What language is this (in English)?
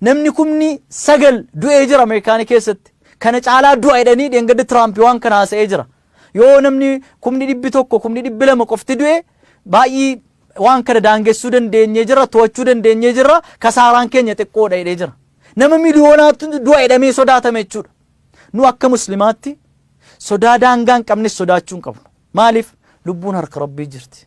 Oromo